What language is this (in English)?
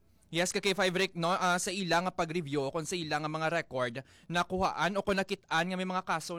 Hiligaynon